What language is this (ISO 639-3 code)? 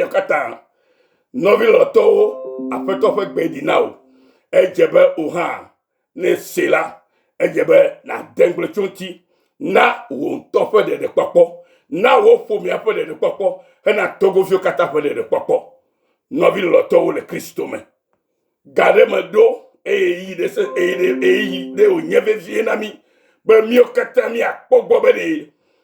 ewe